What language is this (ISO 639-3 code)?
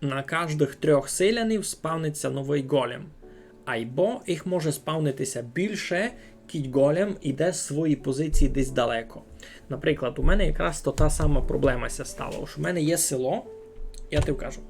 rue